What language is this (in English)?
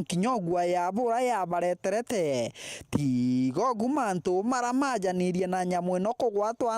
Meru